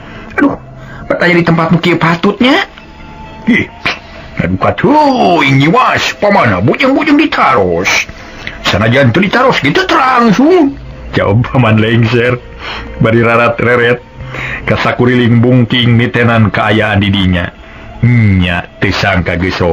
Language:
Sundanese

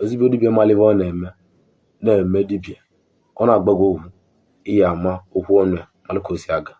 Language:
Igbo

